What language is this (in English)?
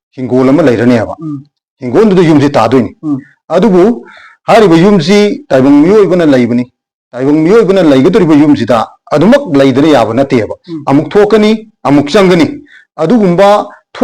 Manipuri